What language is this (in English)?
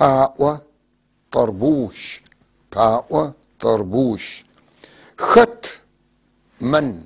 North Levantine Arabic